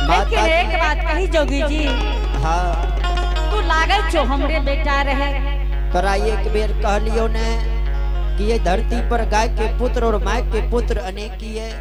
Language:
Angika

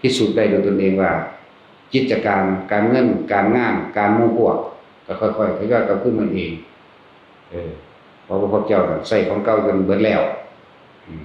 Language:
Northeastern Thai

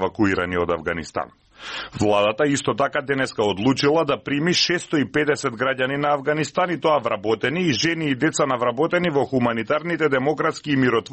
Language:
Macedonian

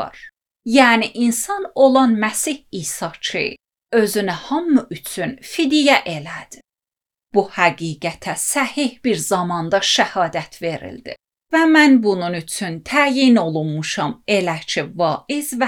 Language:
Azerbaijani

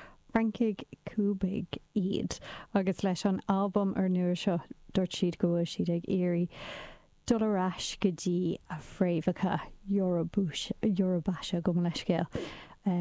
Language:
Irish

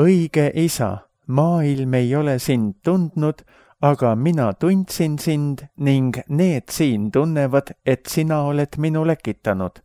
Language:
Estonian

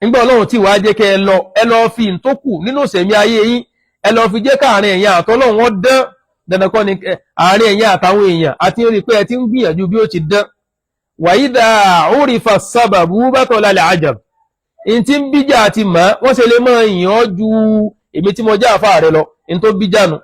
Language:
Yoruba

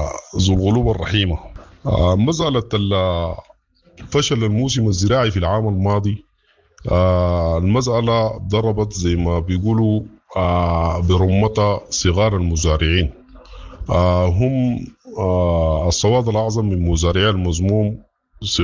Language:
Sudanese Arabic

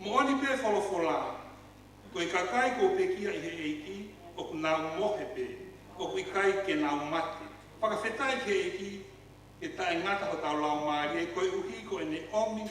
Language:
Tongan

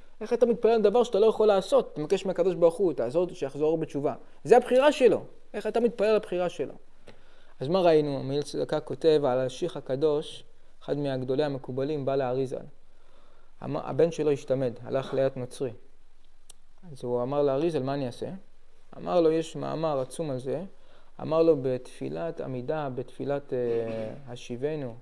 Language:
Hebrew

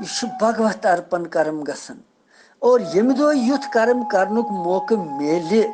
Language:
Kashmiri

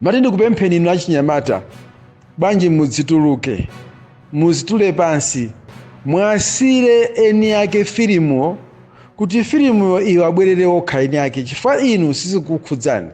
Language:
Nyanja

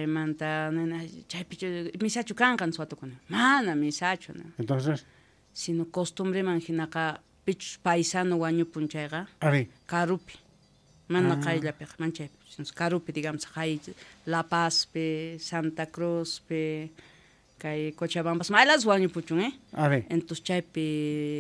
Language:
South Bolivian Quechua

